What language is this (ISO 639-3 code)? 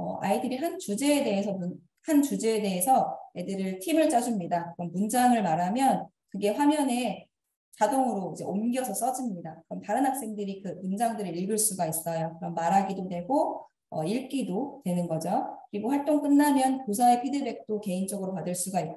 kor